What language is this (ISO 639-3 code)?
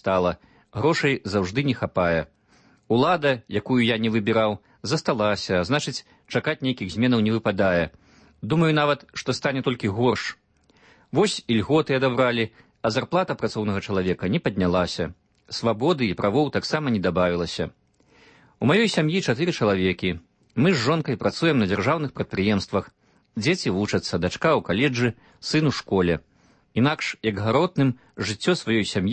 bel